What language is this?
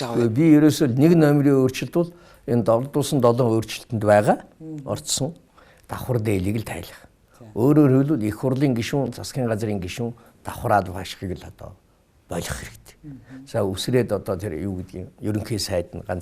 Mongolian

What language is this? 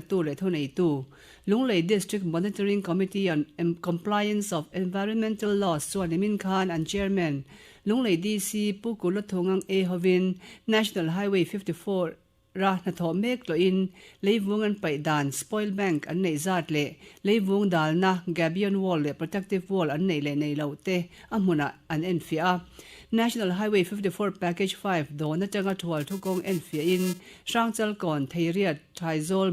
Mizo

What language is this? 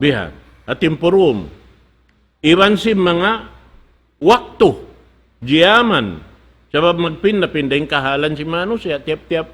Tausug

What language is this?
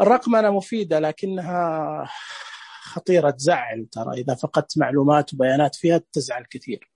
Najdi Arabic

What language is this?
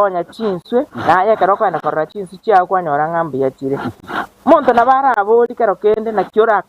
Gusii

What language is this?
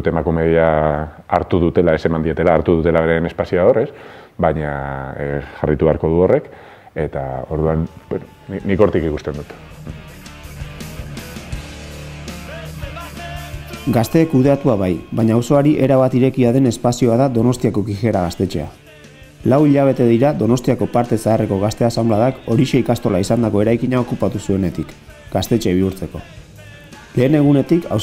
Basque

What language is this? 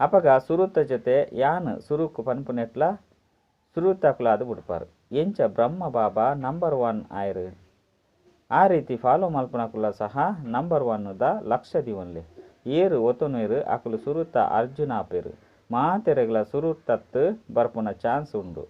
Tulu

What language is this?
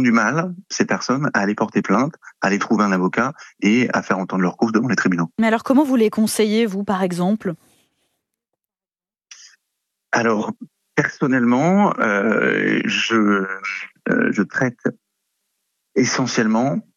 French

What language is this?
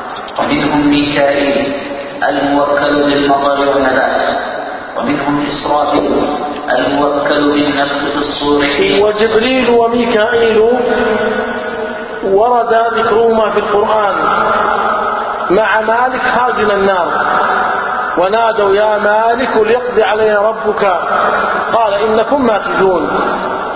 Arabic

